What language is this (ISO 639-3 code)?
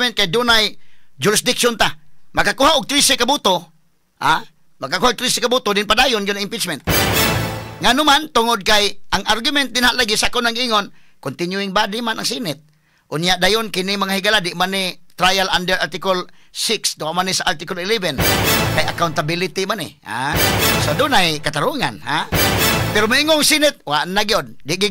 ceb